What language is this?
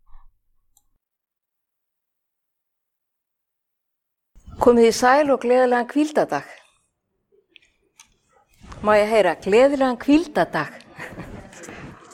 Icelandic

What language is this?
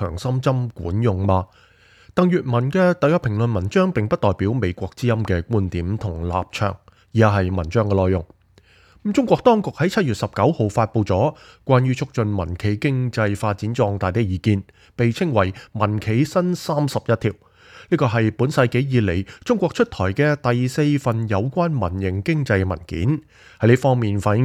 Cantonese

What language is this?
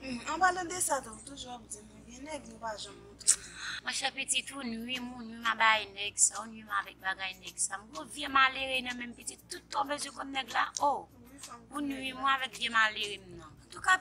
Haitian Creole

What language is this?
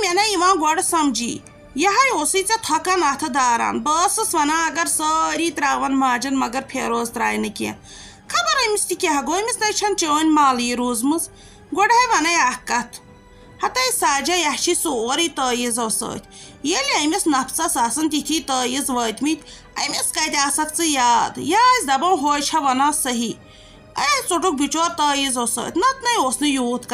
Kashmiri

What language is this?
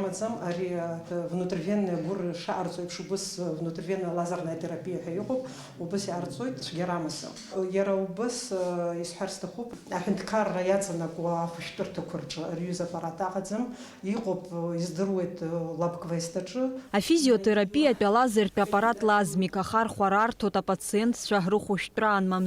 Abkhazian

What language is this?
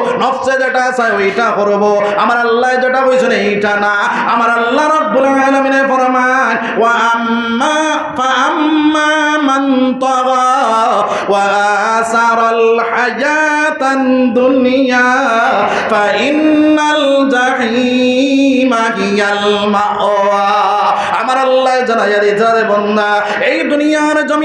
Sylheti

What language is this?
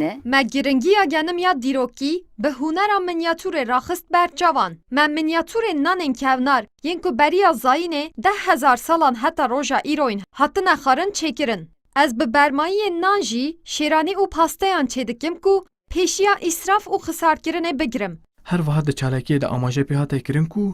Kurdish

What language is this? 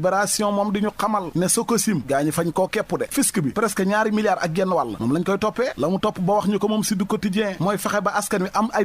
Wolof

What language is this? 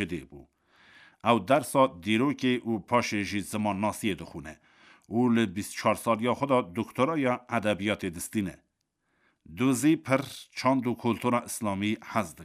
Kurdish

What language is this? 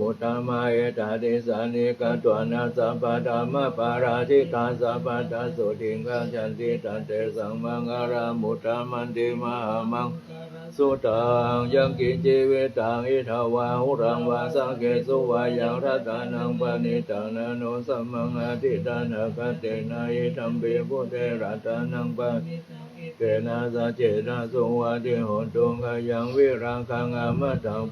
Pali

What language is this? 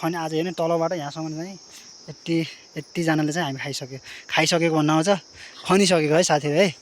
Nepali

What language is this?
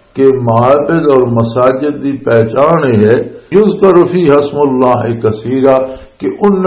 Western Panjabi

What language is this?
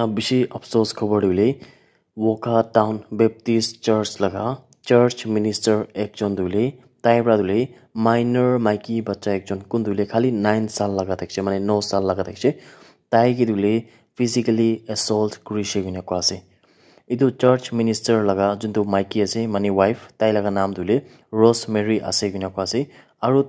Naga Pidgin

